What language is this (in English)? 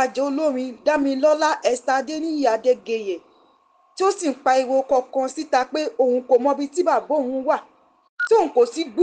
Yoruba